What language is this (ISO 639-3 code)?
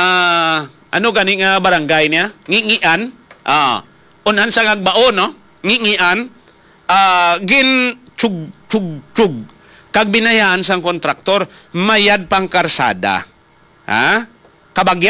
hil